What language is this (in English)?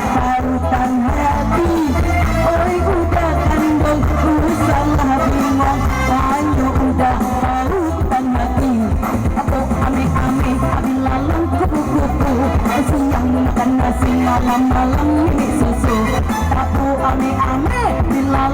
Minangkabau